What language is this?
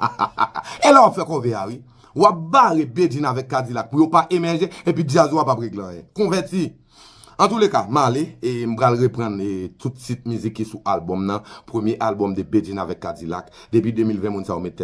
Haitian Creole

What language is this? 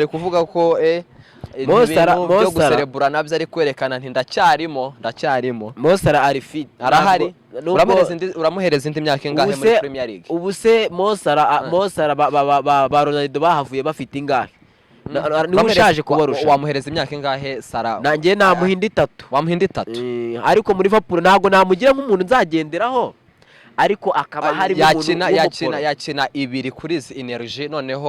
Kinyarwanda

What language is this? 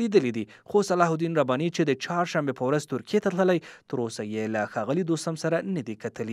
Pashto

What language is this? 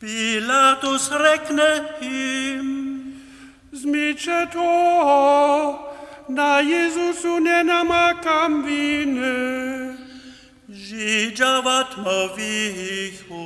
Upper Sorbian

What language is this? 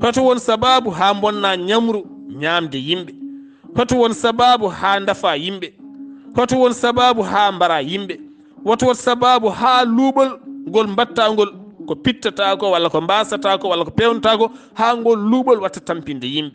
Fula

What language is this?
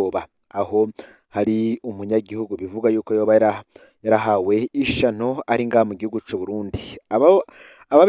Rundi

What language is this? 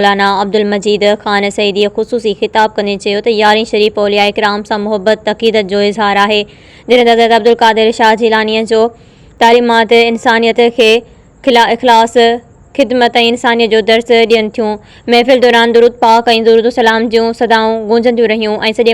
Sindhi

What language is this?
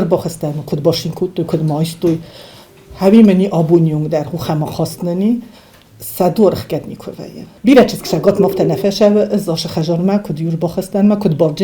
Ossetic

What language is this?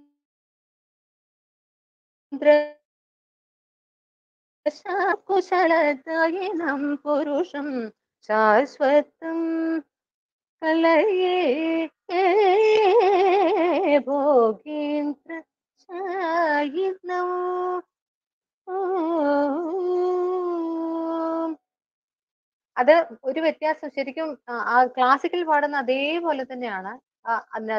Malayalam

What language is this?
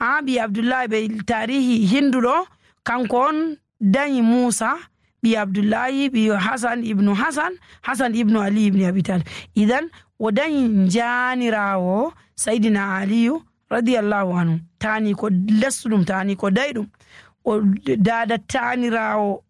Fula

